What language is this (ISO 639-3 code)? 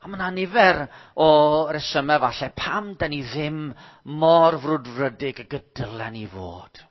cym